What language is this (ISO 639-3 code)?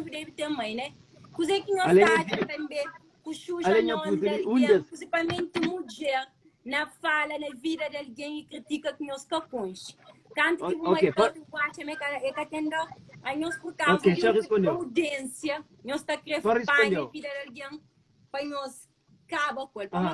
kea